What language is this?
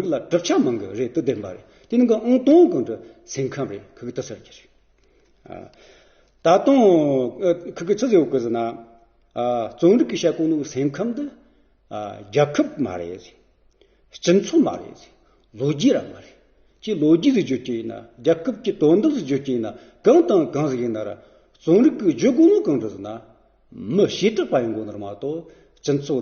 Amdo Tibetan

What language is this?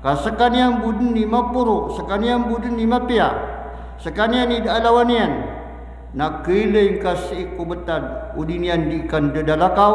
Maranao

